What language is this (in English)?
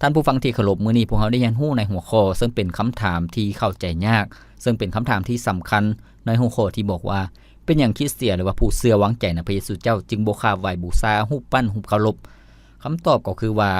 Lao